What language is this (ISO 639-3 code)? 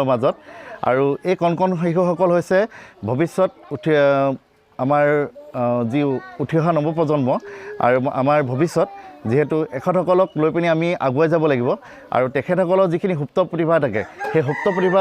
asm